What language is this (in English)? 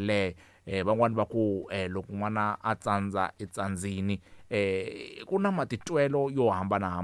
Tsonga